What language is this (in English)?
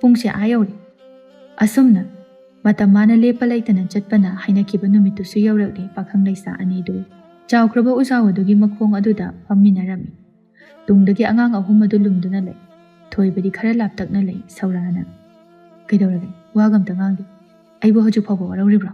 Manipuri